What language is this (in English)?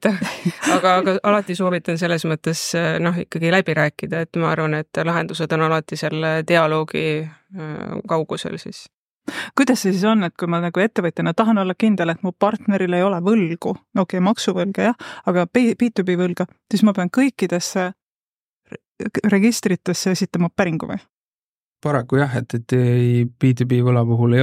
Estonian